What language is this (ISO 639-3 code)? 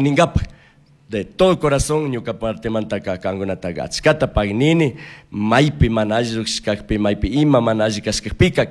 qug